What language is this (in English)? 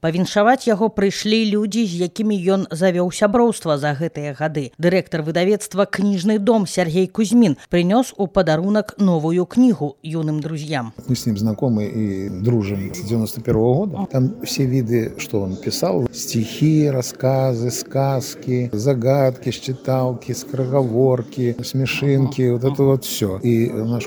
Belarusian